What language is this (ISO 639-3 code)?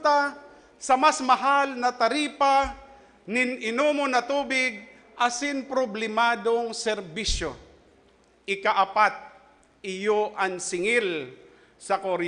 bik